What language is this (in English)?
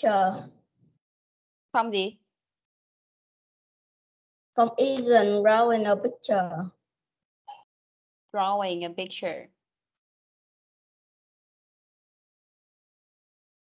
Vietnamese